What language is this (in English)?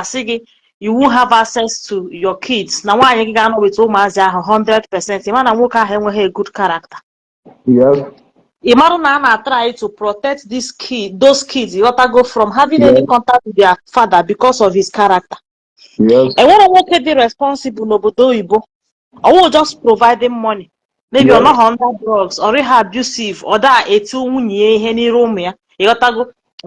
Igbo